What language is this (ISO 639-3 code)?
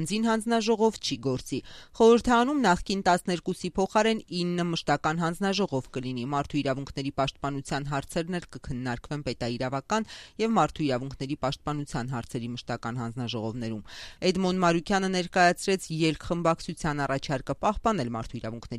hye